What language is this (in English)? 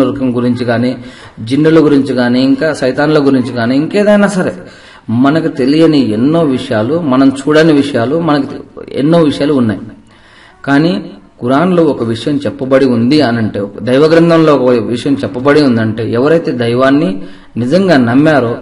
Telugu